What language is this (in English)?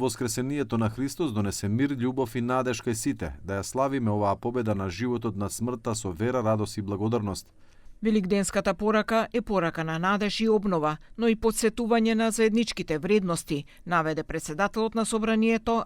Macedonian